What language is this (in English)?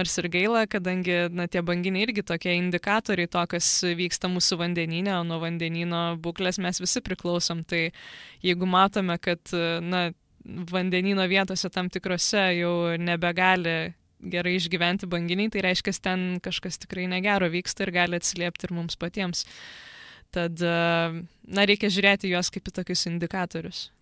Lithuanian